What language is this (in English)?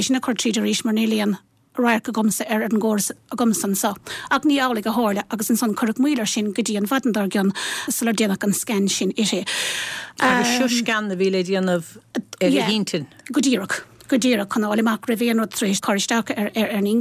Irish